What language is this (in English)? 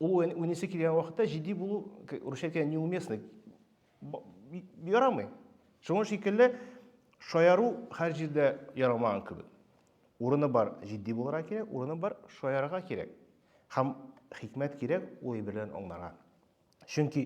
Tatar